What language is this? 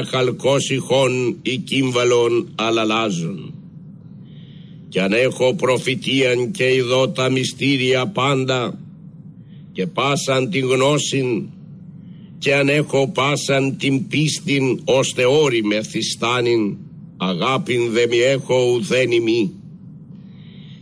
Greek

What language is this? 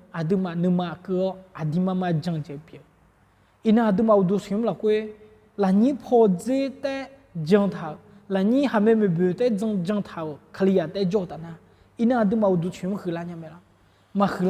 Akha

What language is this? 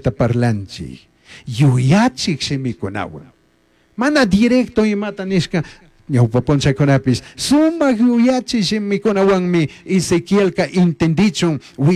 Chimborazo Highland Quichua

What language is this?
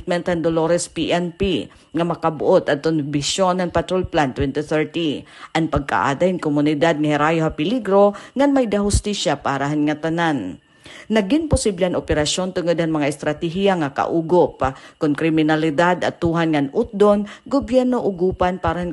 Waray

